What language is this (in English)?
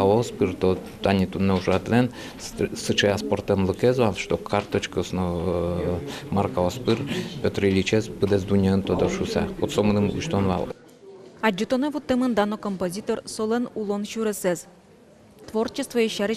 Udmurt